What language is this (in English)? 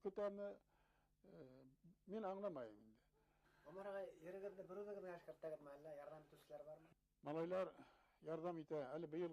Bashkir